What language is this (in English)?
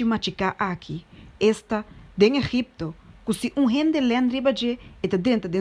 Papiamento